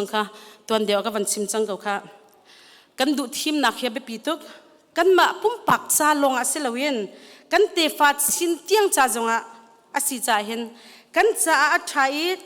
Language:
Hakha Chin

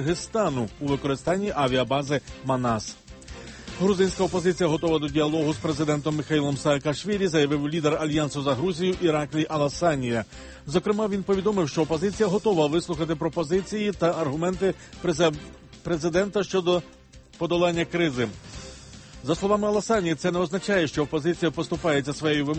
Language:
Ukrainian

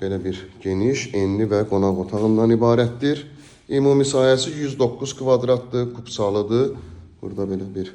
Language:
Azerbaijani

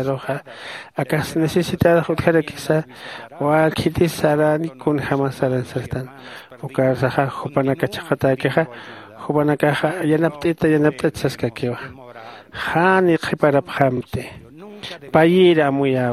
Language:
Aymara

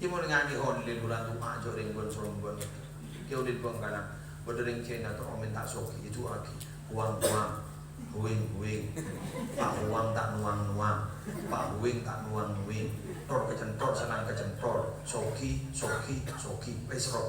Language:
Madurese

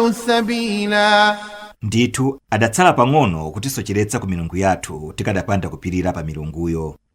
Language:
Nyanja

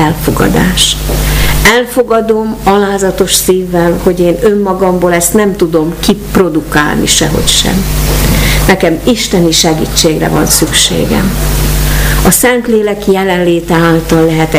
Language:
Hungarian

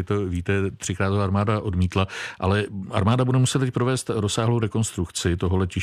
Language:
Czech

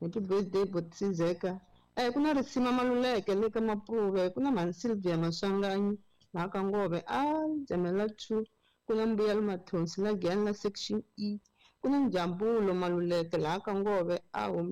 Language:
Tsonga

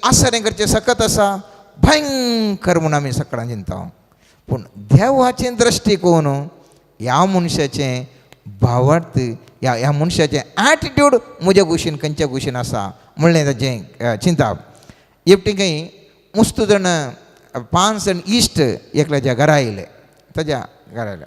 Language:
Konkani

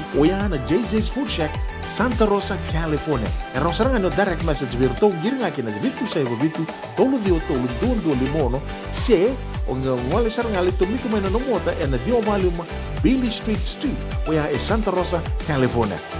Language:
Fijian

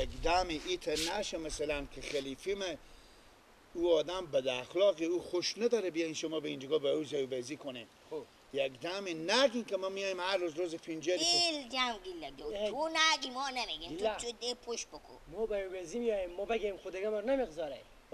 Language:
Persian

